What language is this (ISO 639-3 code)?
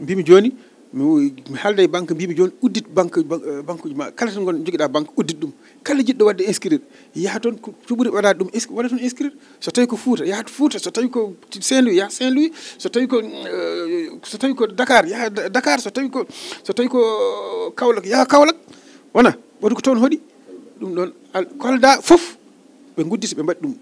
ful